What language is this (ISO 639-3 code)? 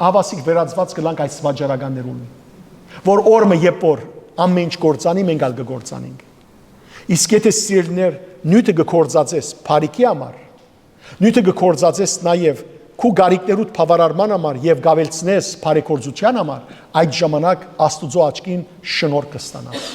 hyw